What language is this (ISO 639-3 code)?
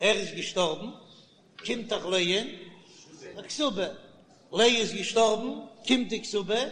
yid